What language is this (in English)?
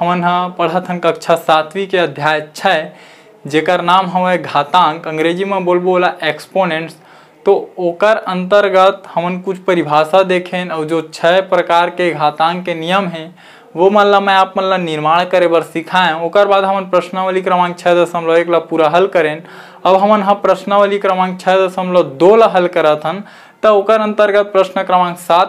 Chhattisgarhi